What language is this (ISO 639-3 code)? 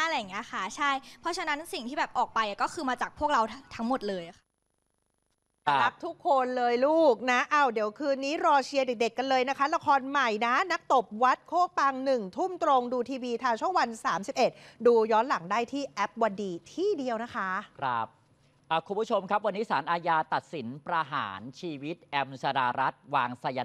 tha